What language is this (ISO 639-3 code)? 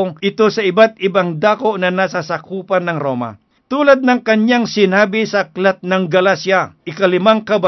fil